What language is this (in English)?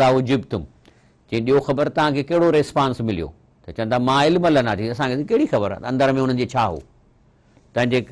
Sindhi